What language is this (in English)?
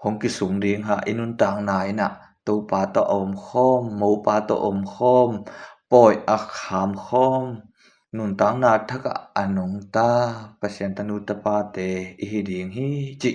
Tedim Chin